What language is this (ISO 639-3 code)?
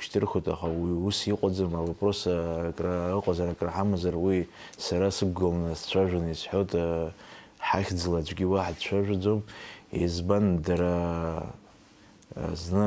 abk